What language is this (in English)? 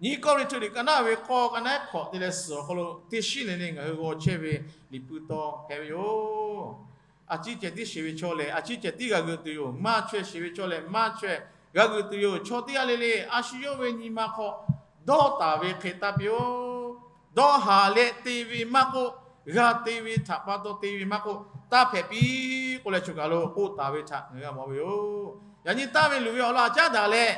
Lahu